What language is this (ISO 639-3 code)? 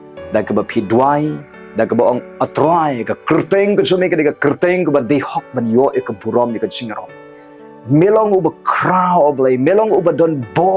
kha